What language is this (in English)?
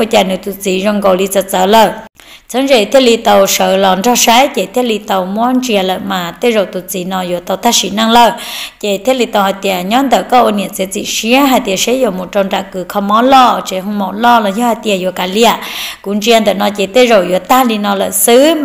Vietnamese